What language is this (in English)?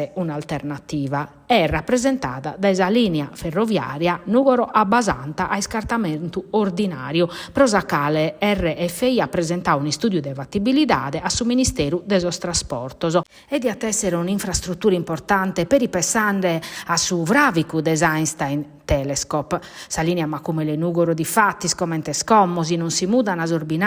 Sardinian